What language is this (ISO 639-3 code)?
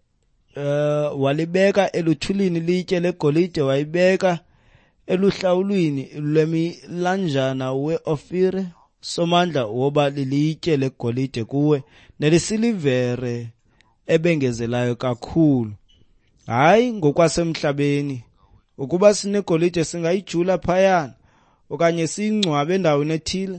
xho